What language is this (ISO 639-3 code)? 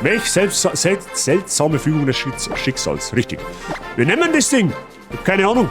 bar